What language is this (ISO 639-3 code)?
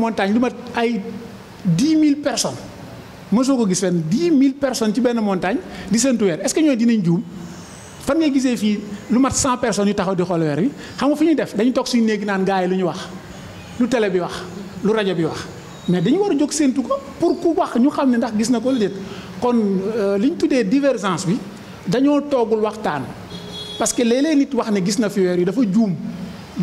wol